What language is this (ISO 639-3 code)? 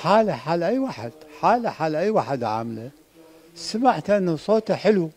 acm